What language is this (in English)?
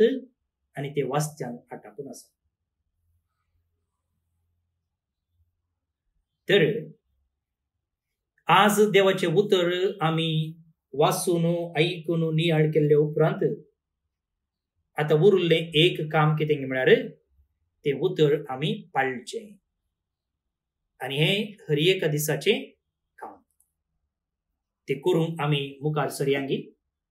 Konkani